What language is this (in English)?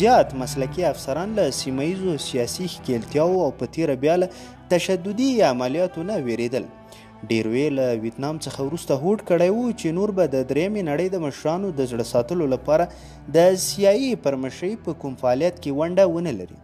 Pashto